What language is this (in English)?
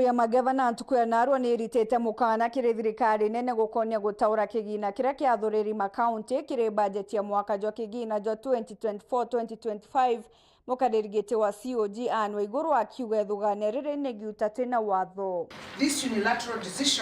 Meru